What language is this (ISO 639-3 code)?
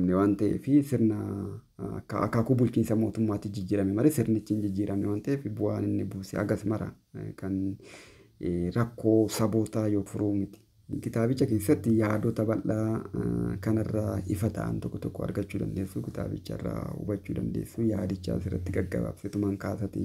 orm